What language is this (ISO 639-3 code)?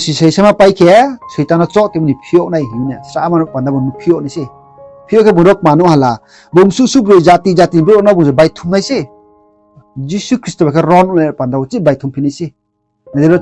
ria